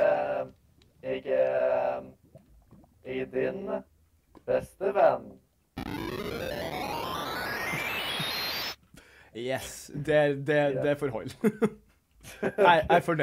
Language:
Norwegian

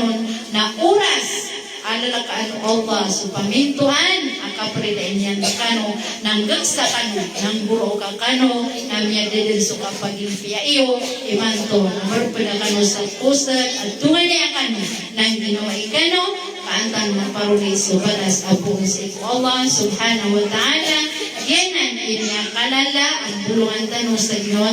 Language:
Maranao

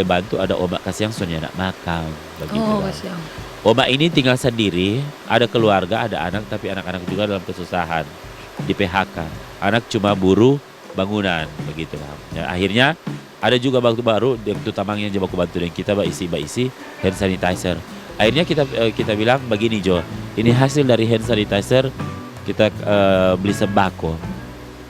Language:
Manado Malay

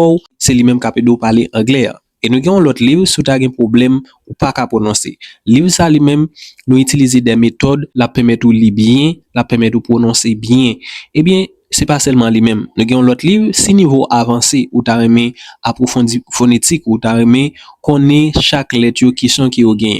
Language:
Haitian Creole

